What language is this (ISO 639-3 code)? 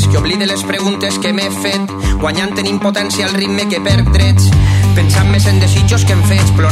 cat